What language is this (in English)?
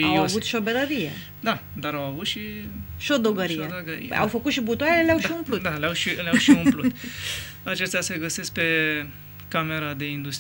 Romanian